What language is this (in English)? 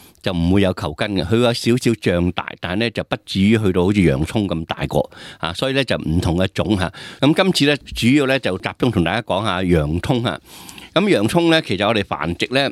Cantonese